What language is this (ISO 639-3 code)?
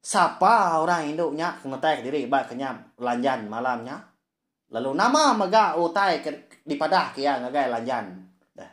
iba